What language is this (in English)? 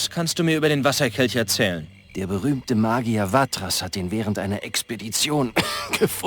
Bavarian